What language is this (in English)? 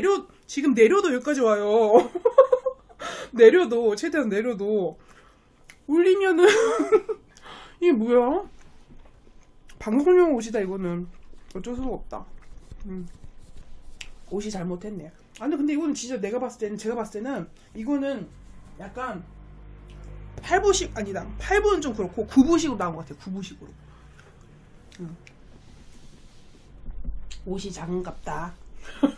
Korean